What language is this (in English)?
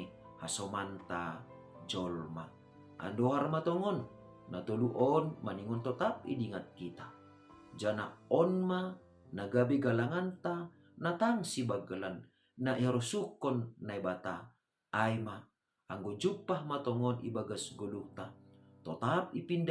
Batak Simalungun